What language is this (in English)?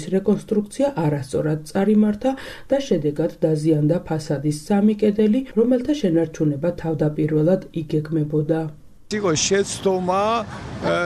Georgian